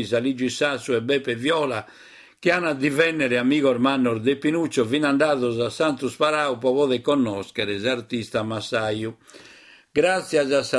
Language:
Sardinian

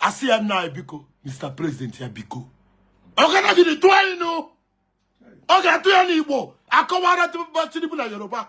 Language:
Igbo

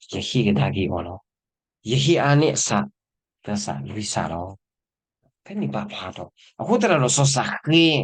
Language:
S'gaw Karen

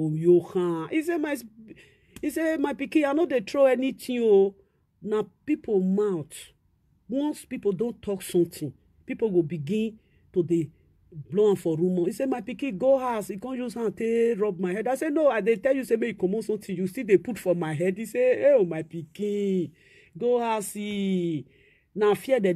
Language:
Nigerian Pidgin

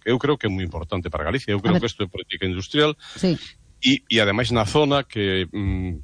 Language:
Galician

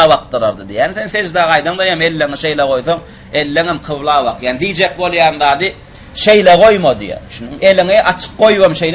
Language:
Turkmen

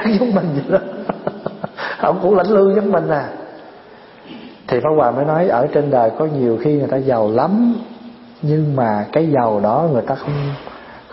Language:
Vietnamese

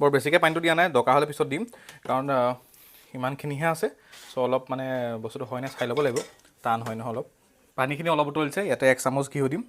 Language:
Assamese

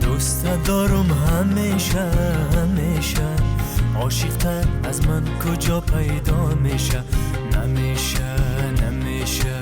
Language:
Tajik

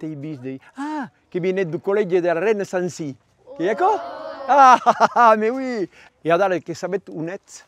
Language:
Occitan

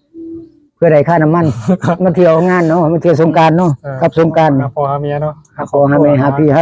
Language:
Northeastern Thai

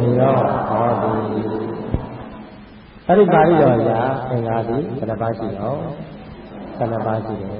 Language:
Burmese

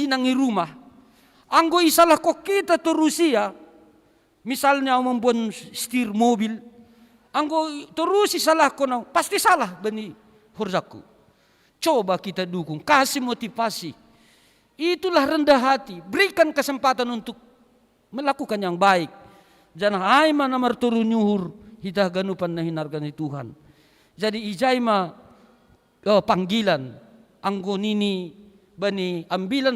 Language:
Batak Simalungun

